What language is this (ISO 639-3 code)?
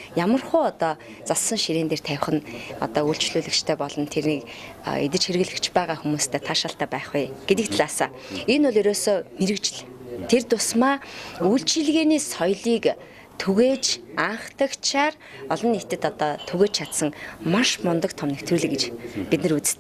mon